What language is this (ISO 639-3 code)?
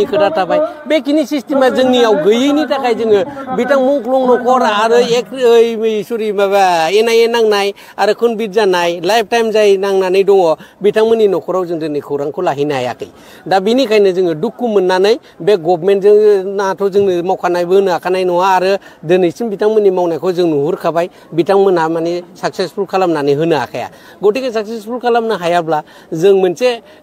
brx